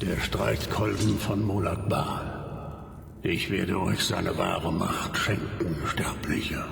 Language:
Bavarian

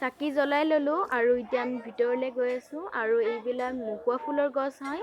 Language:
Assamese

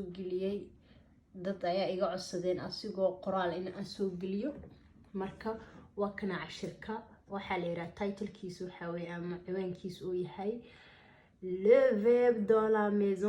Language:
Somali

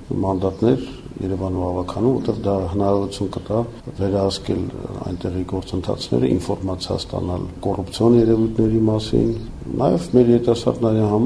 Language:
Armenian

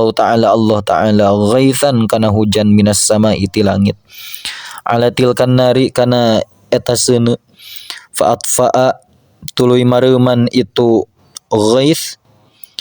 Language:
Sundanese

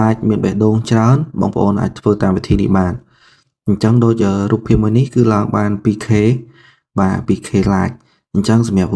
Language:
Khmer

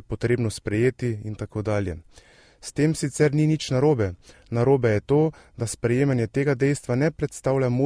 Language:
Slovenian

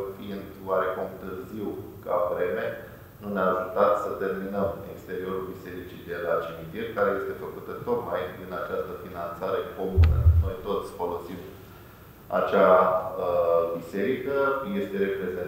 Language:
Romanian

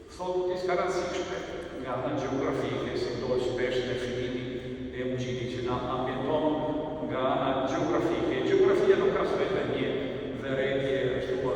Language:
Albanian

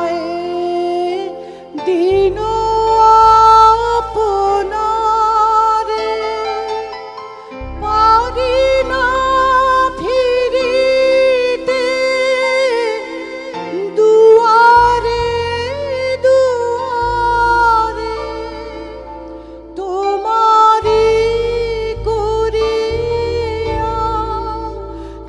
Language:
Bangla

